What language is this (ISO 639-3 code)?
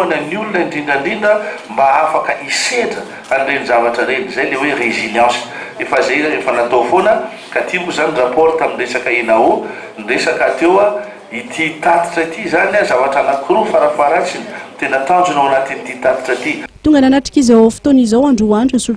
mlg